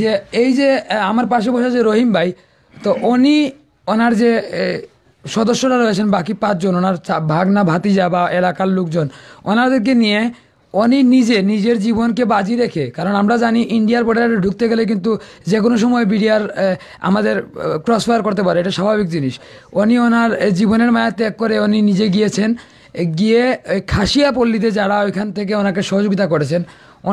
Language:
Sylheti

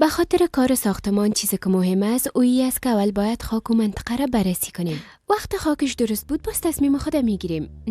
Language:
Persian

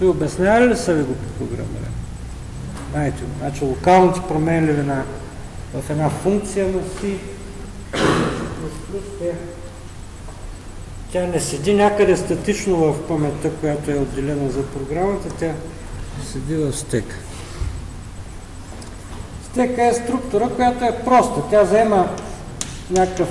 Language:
Bulgarian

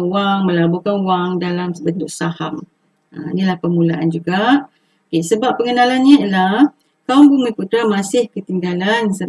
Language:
Malay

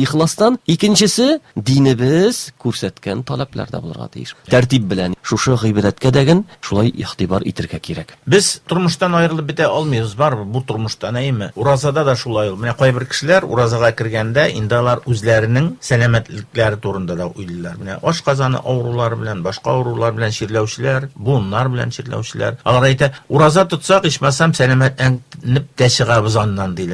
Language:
Tatar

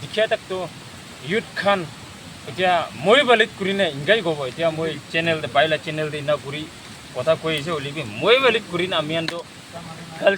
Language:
Naga Pidgin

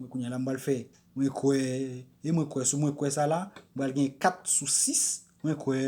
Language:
Haitian Creole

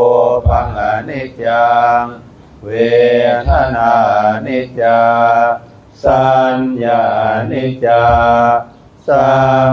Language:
Pali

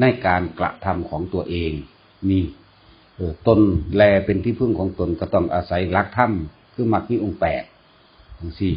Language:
Northeastern Thai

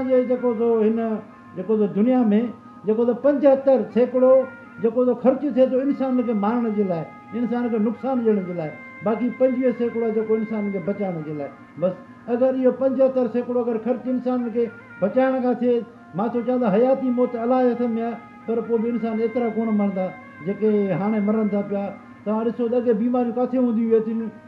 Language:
Sindhi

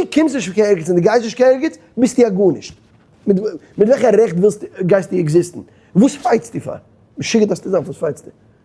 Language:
Yiddish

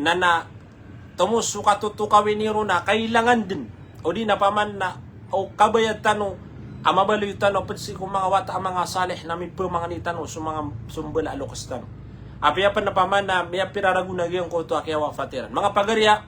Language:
Maranao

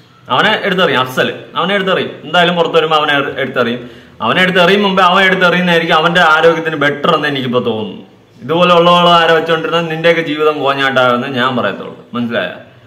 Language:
Malayalam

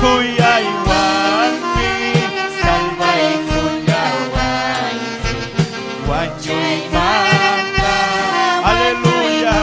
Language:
Ayacucho Quechua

